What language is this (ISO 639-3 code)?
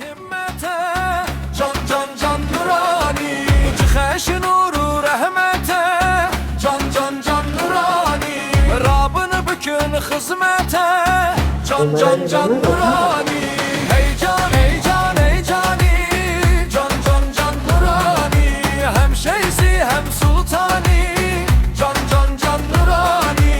kur